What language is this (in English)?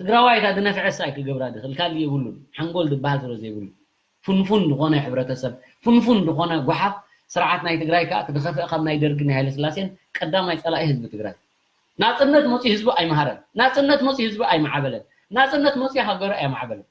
Tigrinya